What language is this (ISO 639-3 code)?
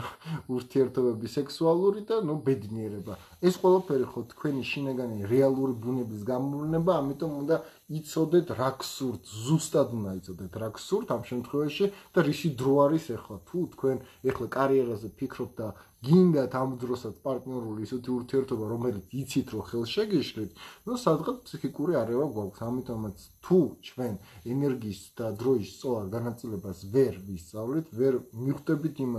kat